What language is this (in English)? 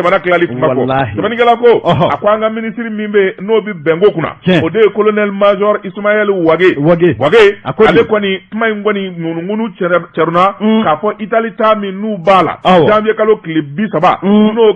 Bambara